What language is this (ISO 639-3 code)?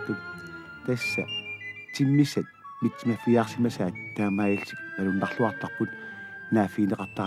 kal